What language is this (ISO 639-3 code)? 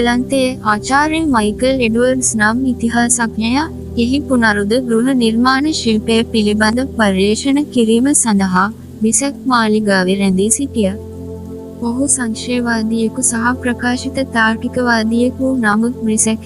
sin